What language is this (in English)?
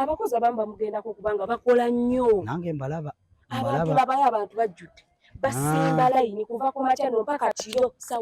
Ganda